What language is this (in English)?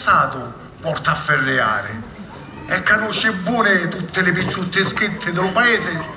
Sicilian